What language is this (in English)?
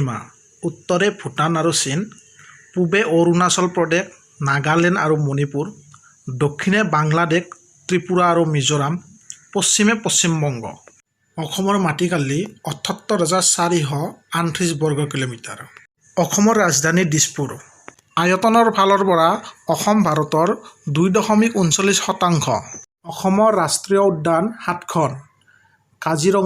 Assamese